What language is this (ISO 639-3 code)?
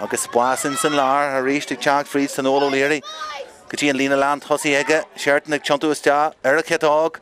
gle